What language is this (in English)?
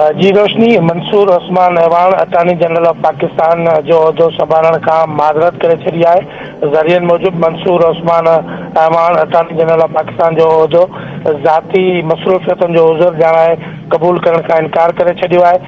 Sindhi